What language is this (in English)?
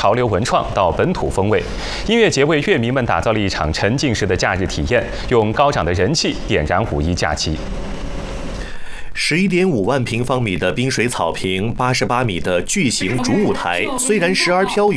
Chinese